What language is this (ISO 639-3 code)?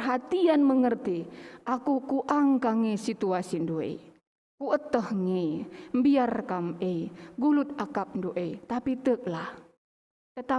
btx